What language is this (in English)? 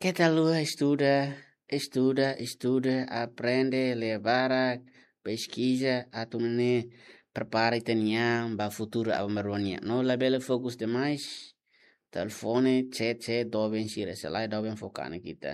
Tetum